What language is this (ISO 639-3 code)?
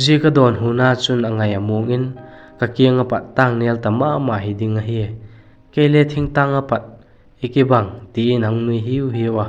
vap